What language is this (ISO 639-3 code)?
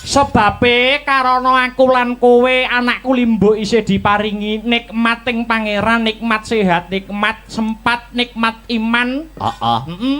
jav